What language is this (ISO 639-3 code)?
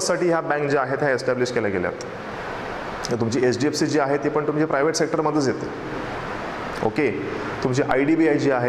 mar